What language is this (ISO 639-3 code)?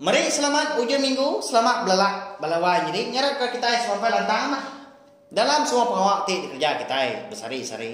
iba